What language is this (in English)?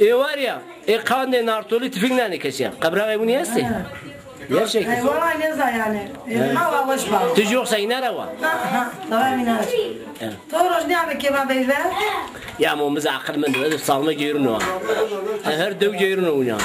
Zaza